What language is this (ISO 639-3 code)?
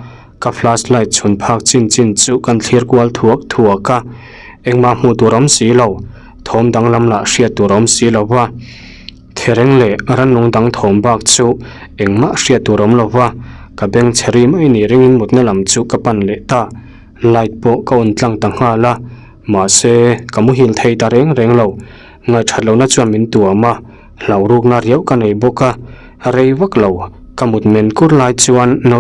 lus